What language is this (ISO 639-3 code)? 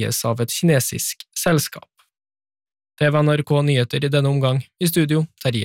nor